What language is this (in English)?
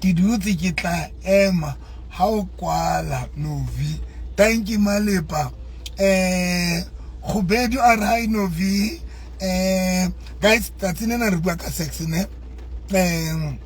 Southern Sotho